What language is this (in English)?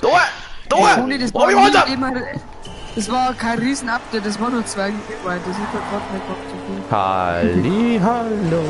Bavarian